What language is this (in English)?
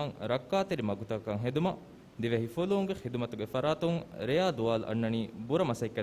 Divehi